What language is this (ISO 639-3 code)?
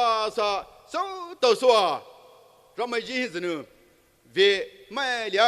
pmx